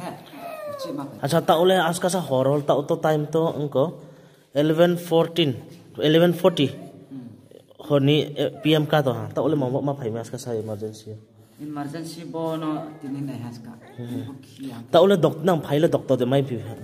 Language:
Riang (India)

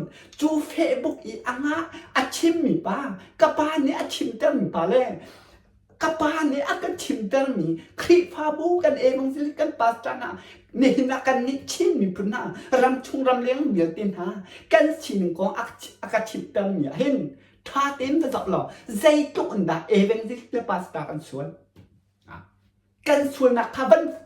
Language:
Hakha Chin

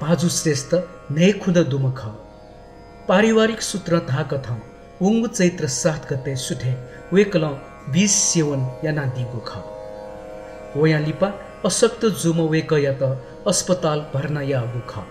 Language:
Newari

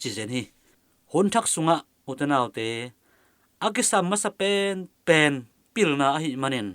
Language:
Tedim Chin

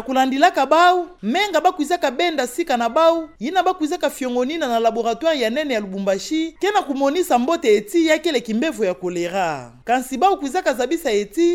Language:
Kituba (Democratic Republic of Congo)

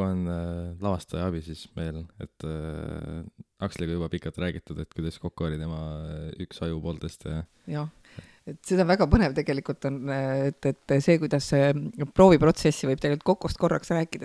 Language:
Estonian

